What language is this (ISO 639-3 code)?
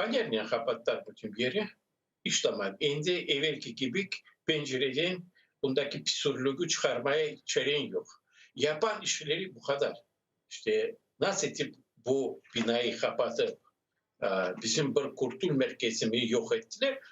crh